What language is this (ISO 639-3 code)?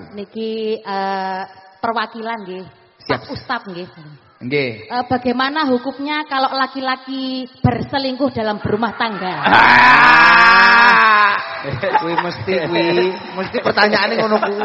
jav